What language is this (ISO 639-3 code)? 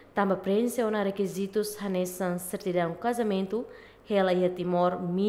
tet